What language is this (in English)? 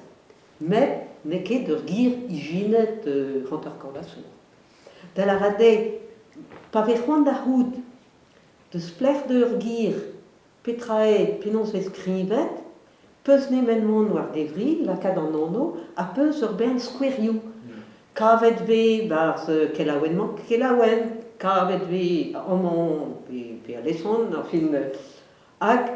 Breton